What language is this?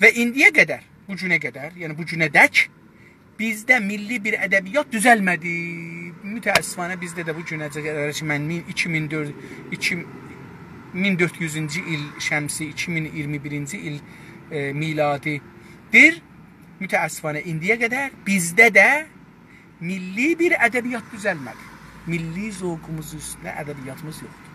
South Azerbaijani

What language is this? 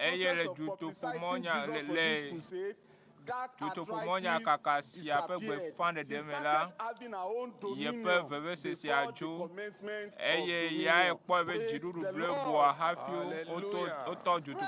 Ewe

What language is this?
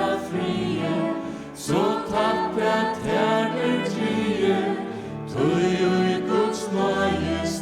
Faroese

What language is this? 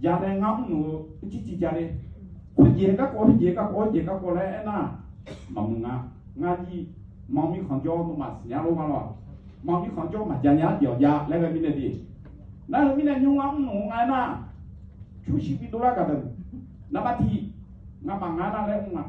Akha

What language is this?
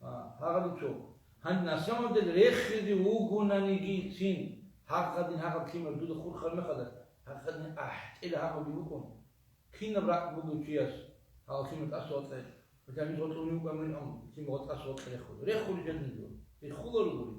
Avaric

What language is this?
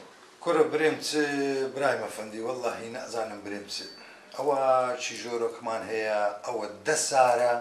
Central Kurdish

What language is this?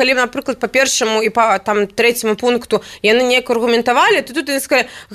Belarusian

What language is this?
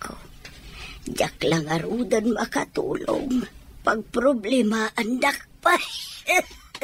Iloko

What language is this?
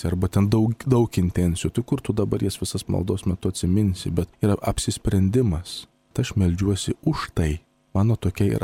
Lithuanian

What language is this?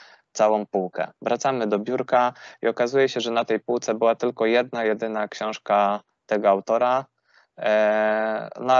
Polish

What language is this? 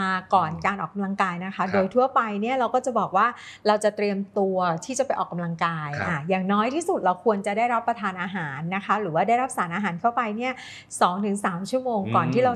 Thai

